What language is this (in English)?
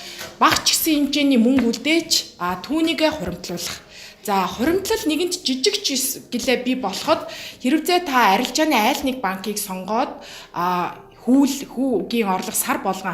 Mongolian